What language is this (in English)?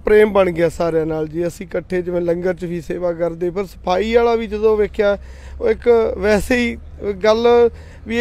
Punjabi